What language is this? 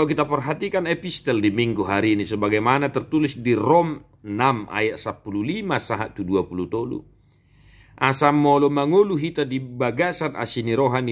Batak Toba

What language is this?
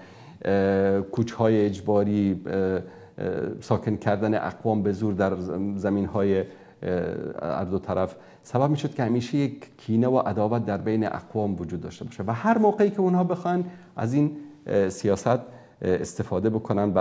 Persian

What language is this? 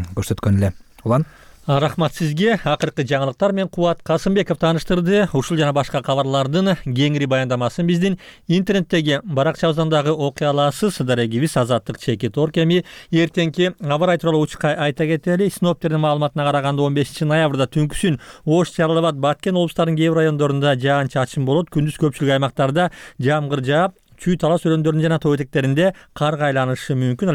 Kyrgyz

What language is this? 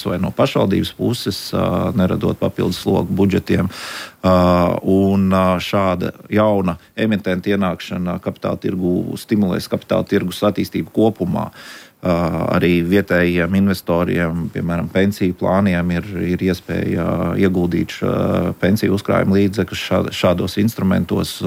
Latvian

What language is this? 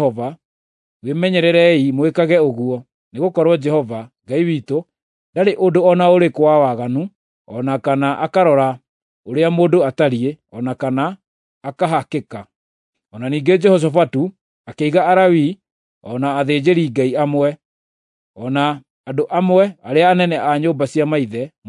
Kikuyu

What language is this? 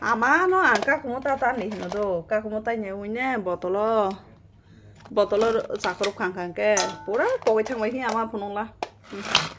Kok Borok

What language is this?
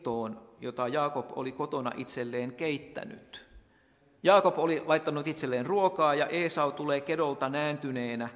Finnish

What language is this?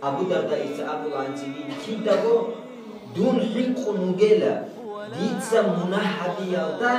Avaric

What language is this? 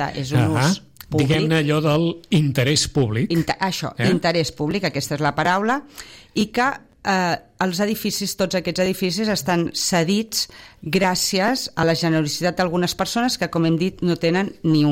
Catalan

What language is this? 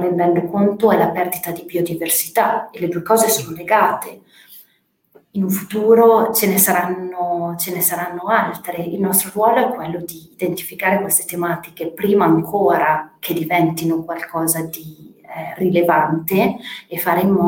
Italian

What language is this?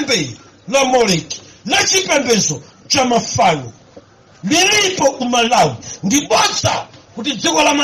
Nyanja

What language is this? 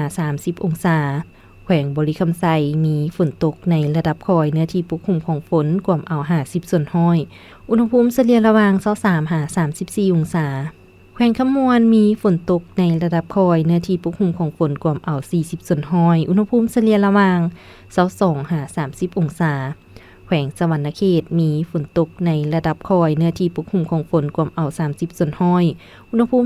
Lao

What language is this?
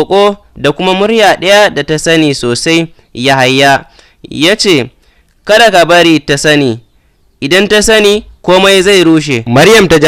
Hausa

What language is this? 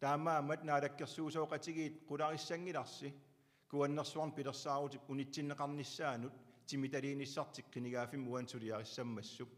Kalaallisut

